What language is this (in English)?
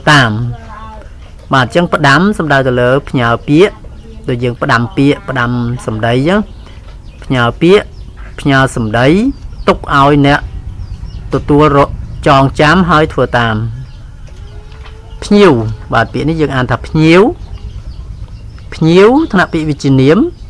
Khmer